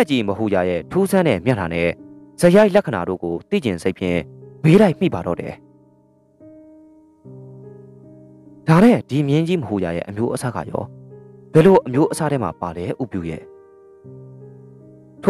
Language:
Burmese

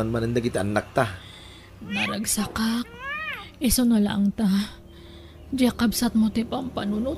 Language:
Iloko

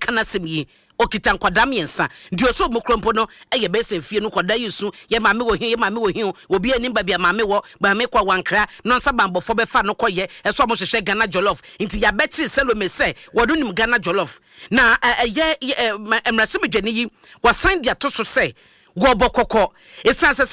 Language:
Akan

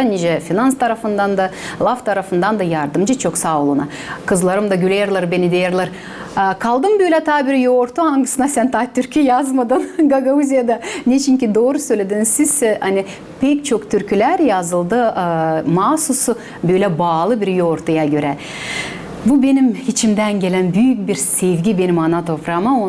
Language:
Gagauz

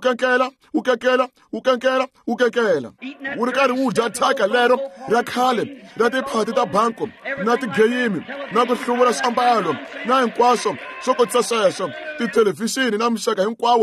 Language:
Tsonga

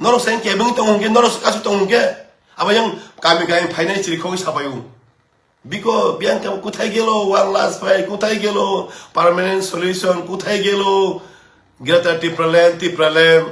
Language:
Kok Borok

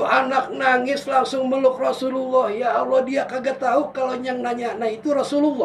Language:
Betawi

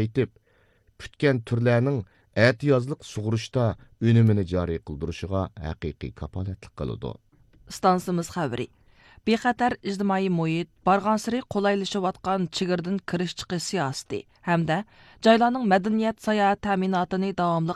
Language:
Uyghur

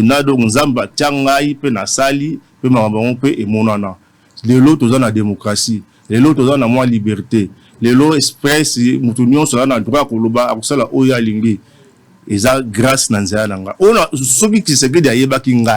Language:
Lingala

